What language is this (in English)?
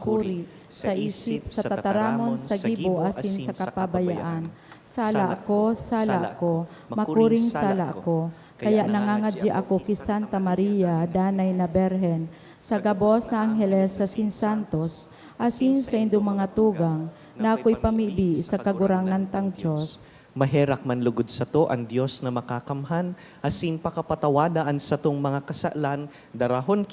Bikol